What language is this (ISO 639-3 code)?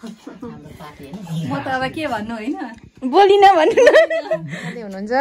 nep